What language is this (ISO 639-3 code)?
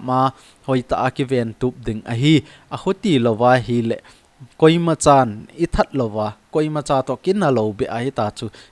tcz